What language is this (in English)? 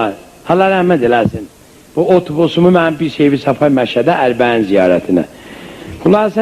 South Azerbaijani